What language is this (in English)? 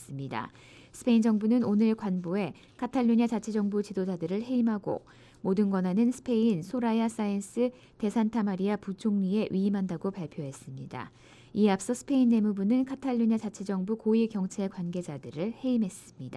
Korean